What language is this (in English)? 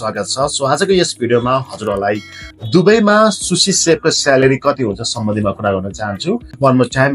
Nepali